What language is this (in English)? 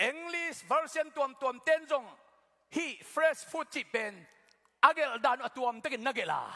Tedim Chin